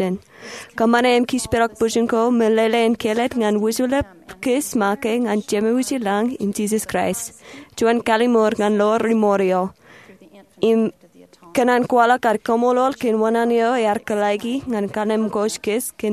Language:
Marshallese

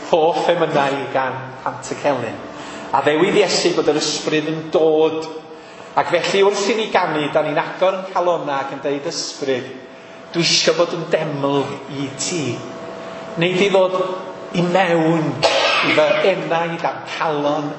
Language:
Welsh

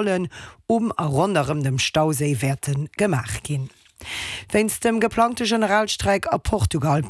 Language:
Luxembourgish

